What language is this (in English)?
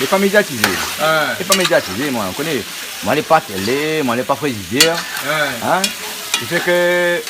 Réunion Creole French